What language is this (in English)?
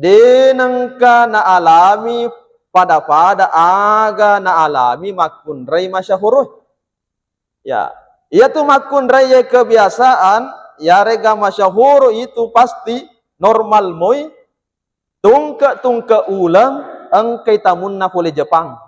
Buginese